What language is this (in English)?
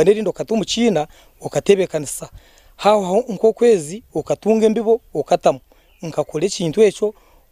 Nyankole